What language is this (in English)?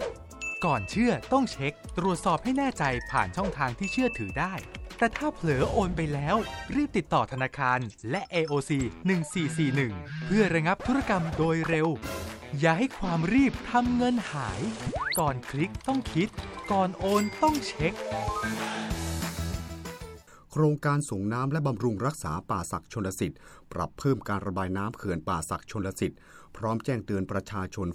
Thai